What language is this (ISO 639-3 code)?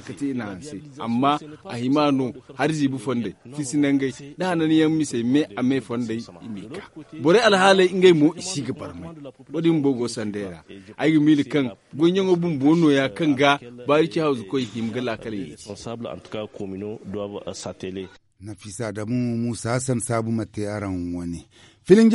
dje